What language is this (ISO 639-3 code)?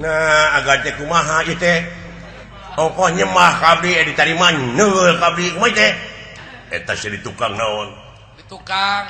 sun